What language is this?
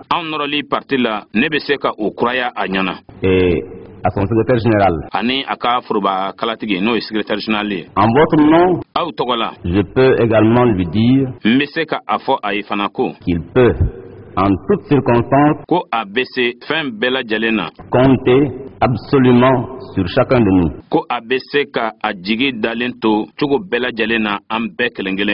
Bambara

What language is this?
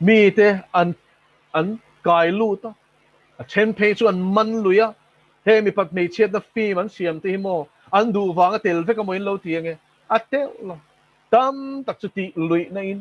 Mizo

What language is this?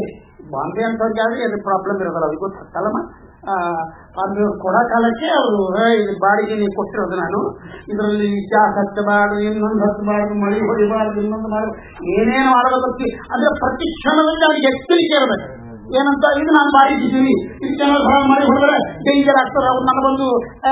Kannada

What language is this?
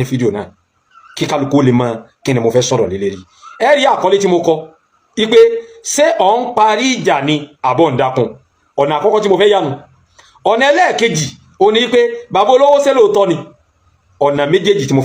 Yoruba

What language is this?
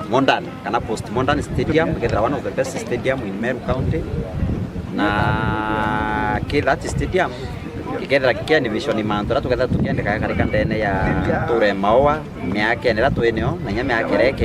Meru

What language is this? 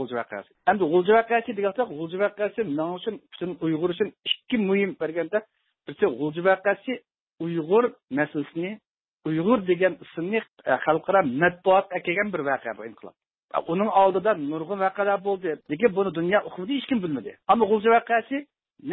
Uyghur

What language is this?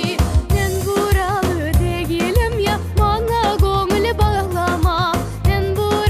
Crimean Tatar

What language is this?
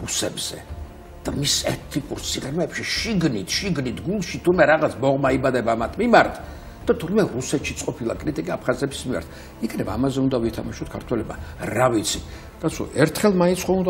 Georgian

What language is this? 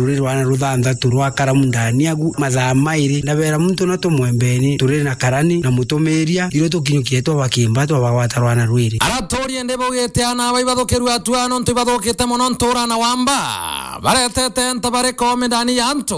Meru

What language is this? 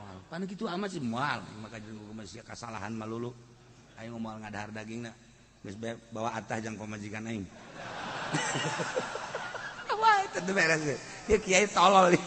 Sundanese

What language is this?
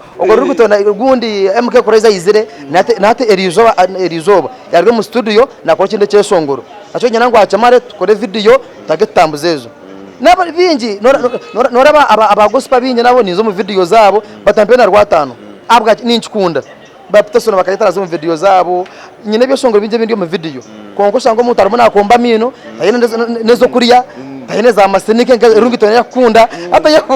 Nyankole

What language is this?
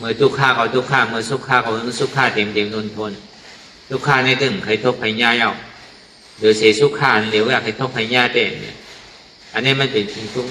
Shan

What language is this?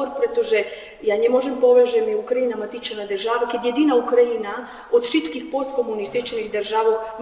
Rusyn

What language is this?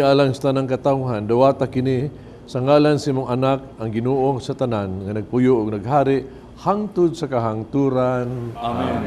Cebuano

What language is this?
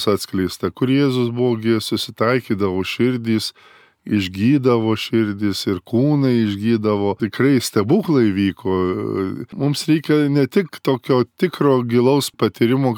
Lithuanian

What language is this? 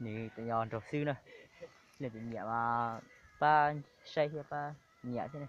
Hmong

